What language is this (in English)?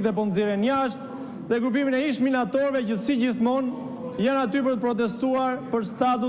Albanian